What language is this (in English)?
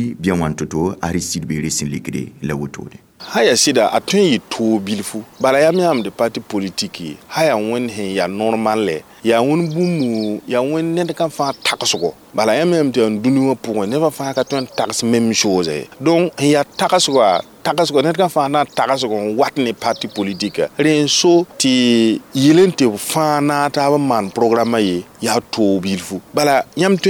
Mossi